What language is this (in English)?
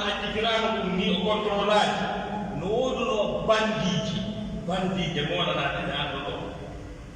Pular